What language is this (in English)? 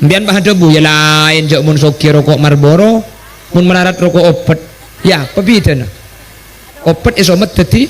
Madurese